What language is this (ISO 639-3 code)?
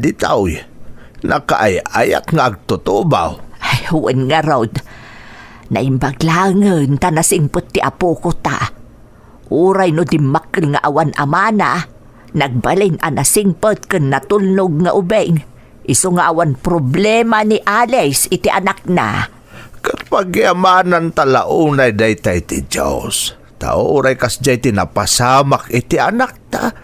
ilo